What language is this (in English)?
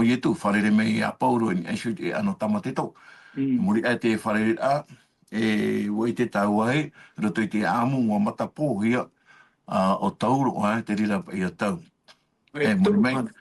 Tahitian